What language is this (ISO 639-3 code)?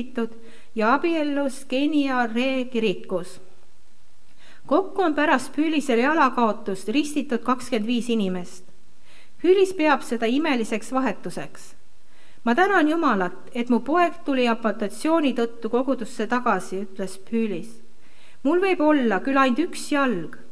est